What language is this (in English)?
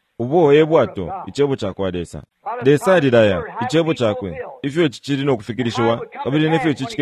Bemba